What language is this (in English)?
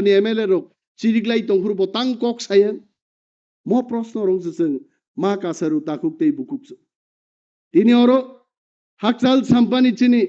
Kok Borok